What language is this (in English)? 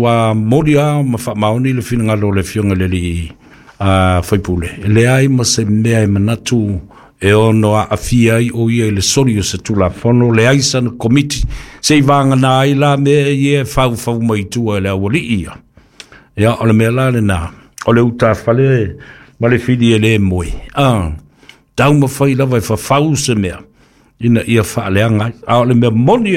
Samoan